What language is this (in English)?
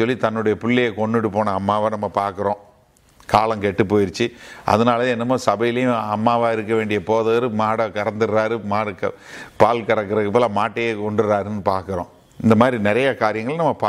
Tamil